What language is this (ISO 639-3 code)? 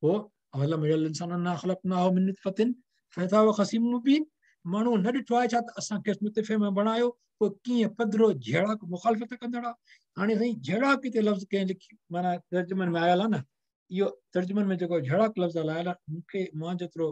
snd